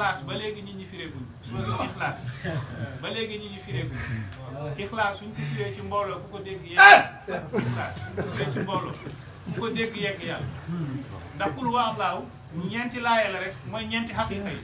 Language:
Wolof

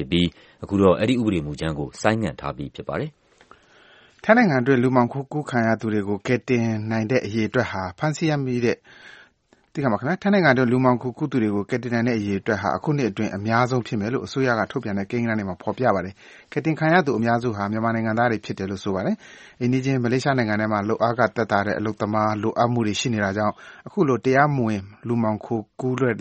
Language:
Burmese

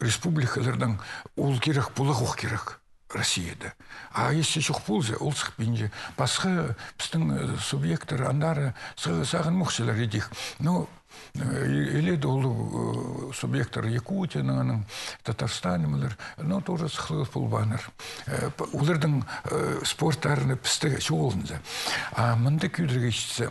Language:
Khakas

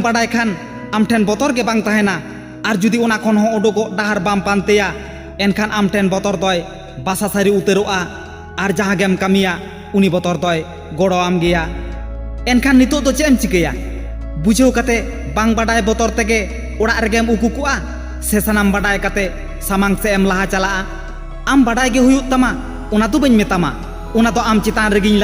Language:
Santali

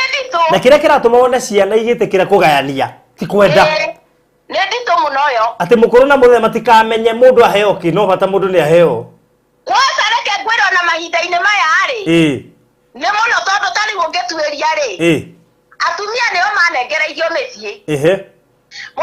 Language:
Kikuyu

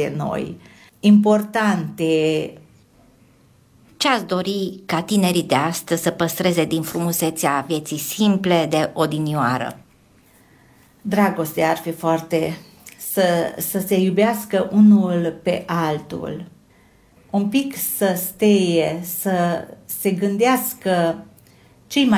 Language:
Romanian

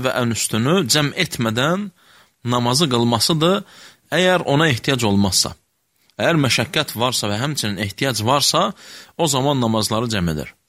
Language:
Azerbaijani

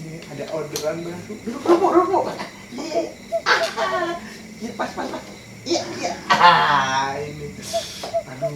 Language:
Betawi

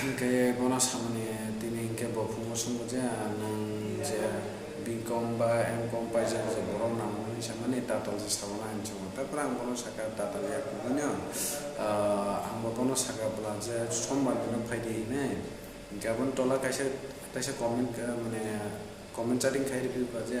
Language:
Kok Borok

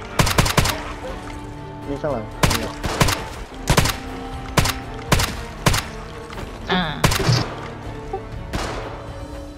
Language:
Thai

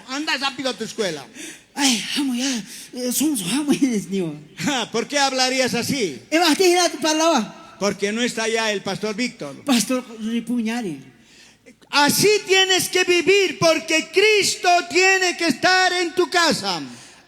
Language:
South Bolivian Quechua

